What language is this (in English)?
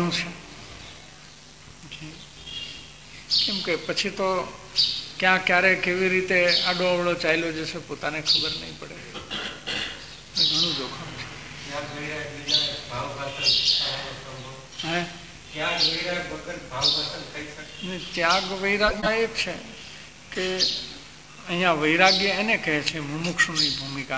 Gujarati